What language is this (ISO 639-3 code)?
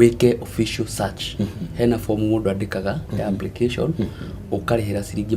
kik